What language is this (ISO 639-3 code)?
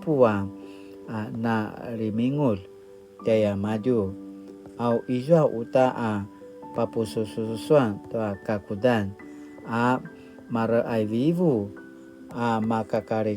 pwn